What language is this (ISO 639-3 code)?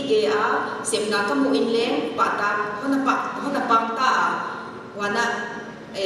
pck